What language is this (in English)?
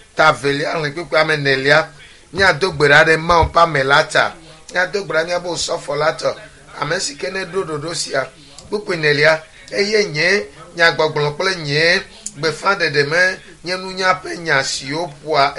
Ewe